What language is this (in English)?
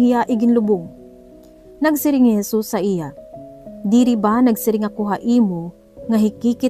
Waray